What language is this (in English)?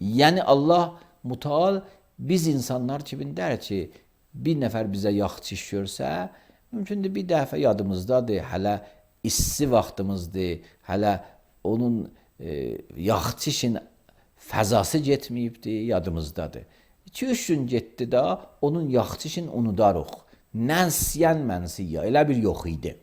Azerbaijani